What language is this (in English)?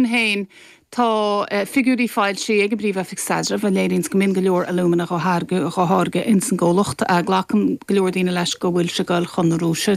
Irish